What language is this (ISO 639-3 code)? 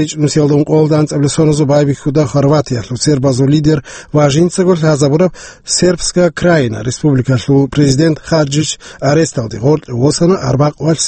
ava